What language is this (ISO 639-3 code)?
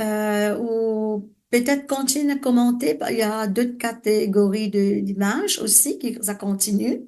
mfe